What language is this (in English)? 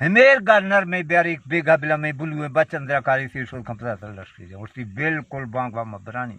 Baluchi